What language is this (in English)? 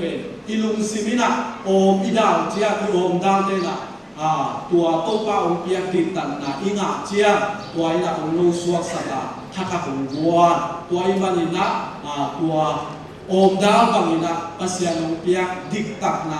Tedim Chin